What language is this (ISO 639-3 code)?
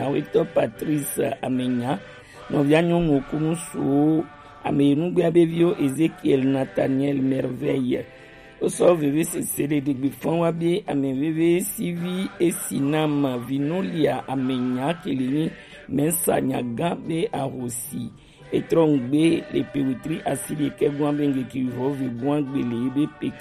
gej